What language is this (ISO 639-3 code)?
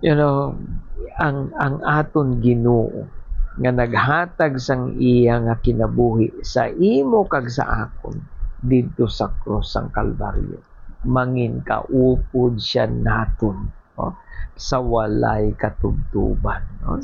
hil